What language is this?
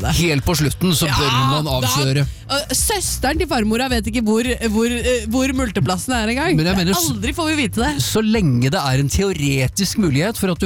Norwegian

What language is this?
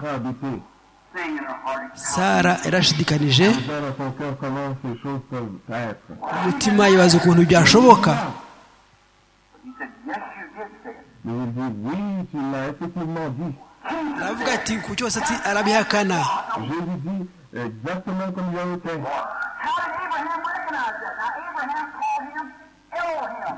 Kinyarwanda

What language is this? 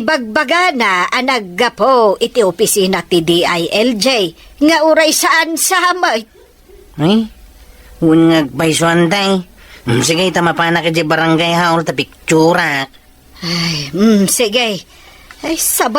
Iloko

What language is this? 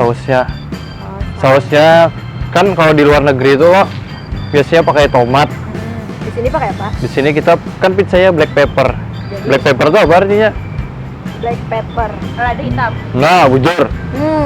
Banjar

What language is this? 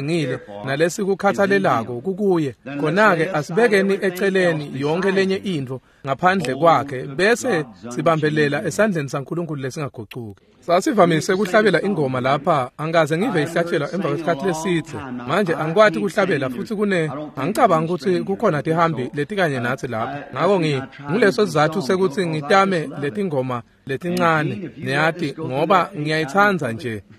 Swati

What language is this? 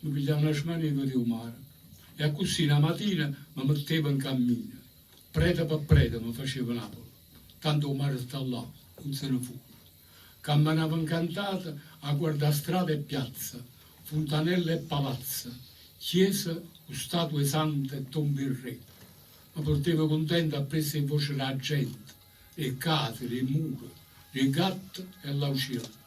Neapolitan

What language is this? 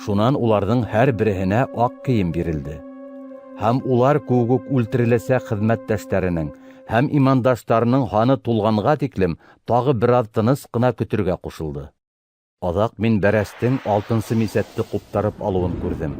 Bashkir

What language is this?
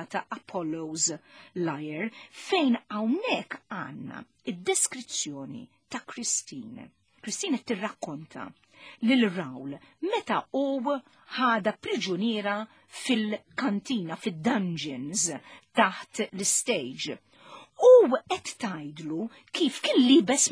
Maltese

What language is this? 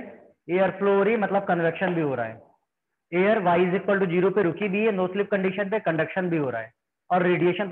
Hindi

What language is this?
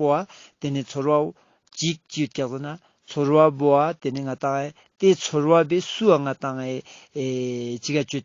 Ladakhi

